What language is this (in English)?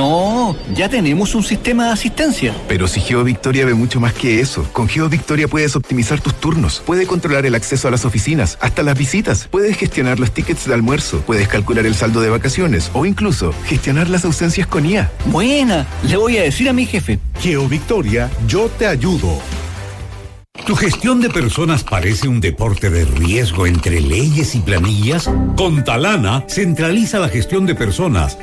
Spanish